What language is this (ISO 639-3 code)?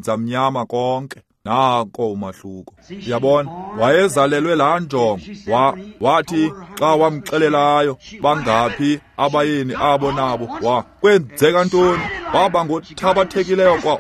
xho